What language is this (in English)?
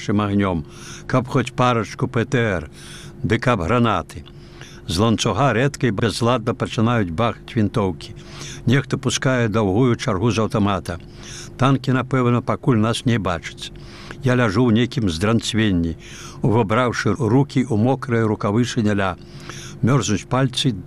Belarusian